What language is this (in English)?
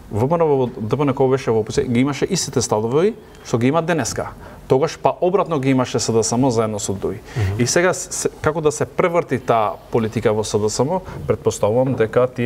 Macedonian